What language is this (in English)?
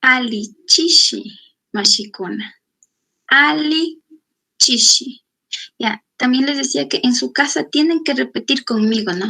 Chimborazo Highland Quichua